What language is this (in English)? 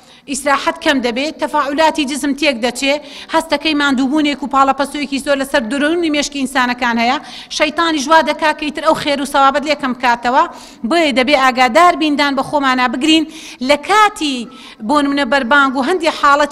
Central Kurdish